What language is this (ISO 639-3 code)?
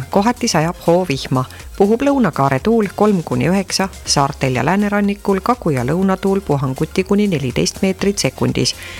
est